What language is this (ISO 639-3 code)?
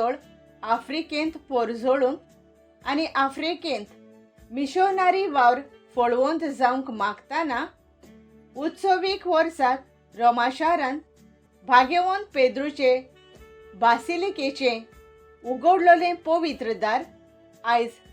kok